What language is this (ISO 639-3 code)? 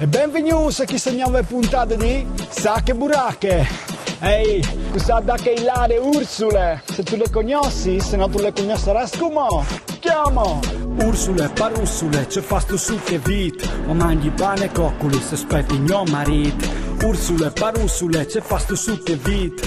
fur